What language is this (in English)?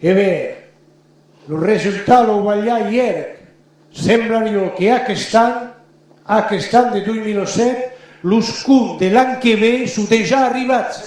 Occitan